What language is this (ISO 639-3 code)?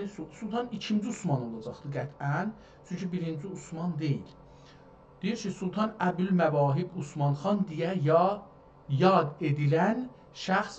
azb